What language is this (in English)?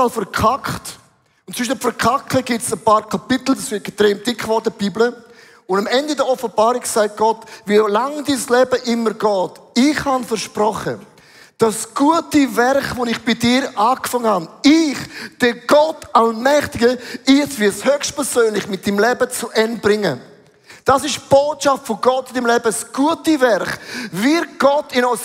Swiss German